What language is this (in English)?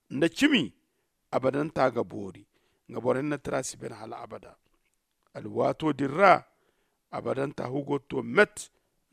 Zarma